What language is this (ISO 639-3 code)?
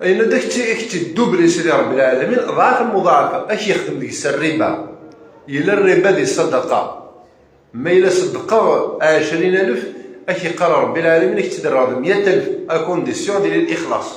kab